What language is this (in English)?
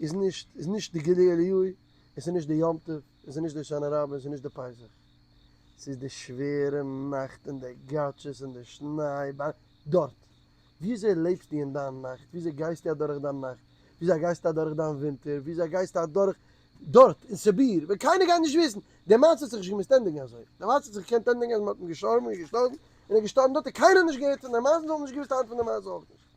Yiddish